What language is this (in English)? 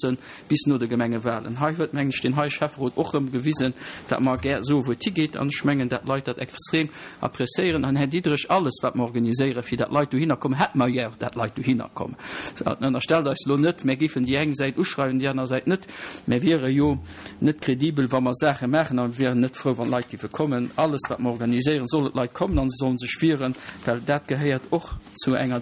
Luxembourgish